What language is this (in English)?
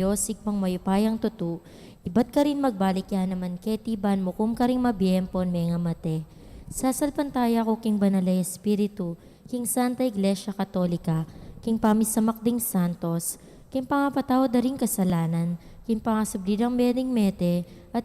Pampanga